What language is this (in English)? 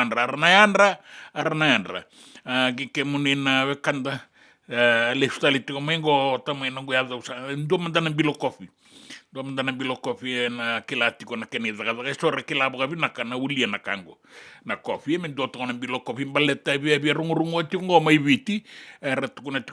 Fijian